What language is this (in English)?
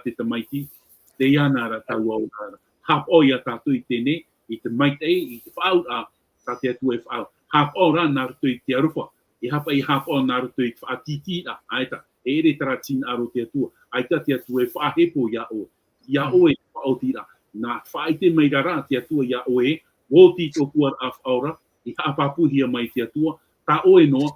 Tahitian